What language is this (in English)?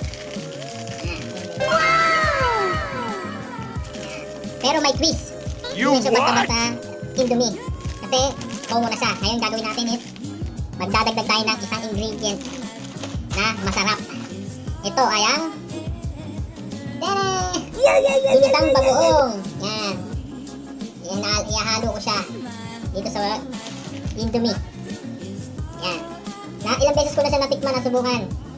Filipino